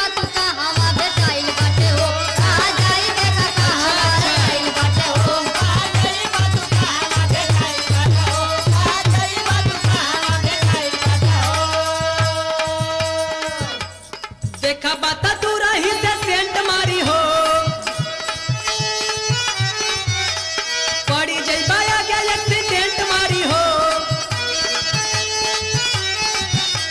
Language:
Bhojpuri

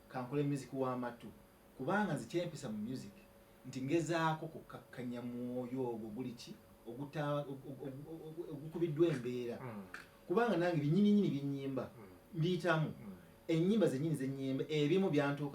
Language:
Ganda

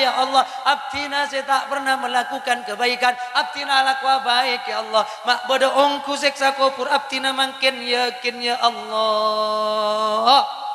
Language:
Madurese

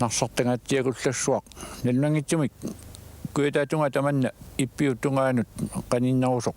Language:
Kalaallisut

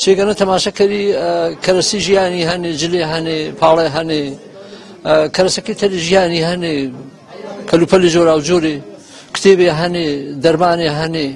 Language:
Gurani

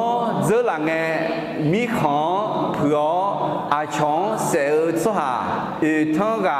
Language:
Akha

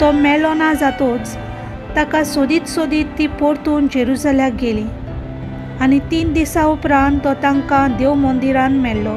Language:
Konkani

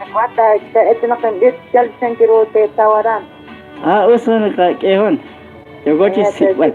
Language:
Kekchí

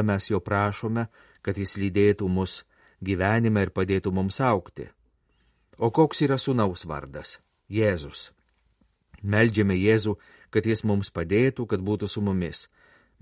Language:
Lithuanian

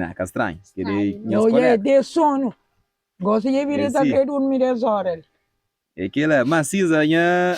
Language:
Kabuverdianu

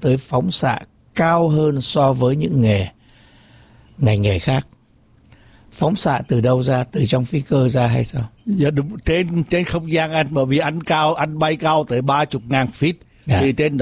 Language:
Vietnamese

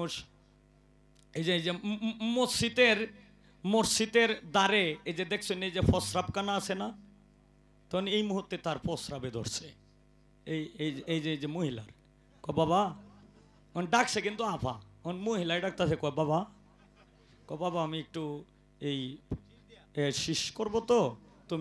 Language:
Bangla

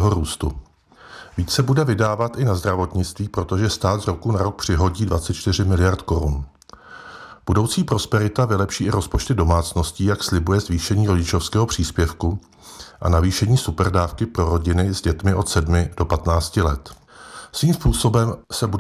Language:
Czech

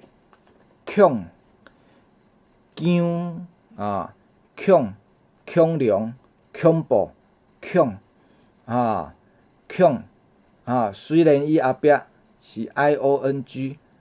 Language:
Min Nan Chinese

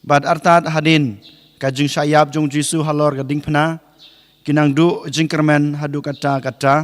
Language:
Khasi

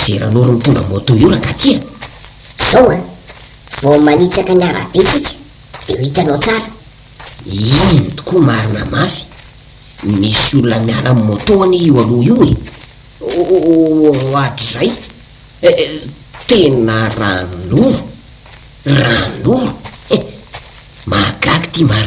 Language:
Malagasy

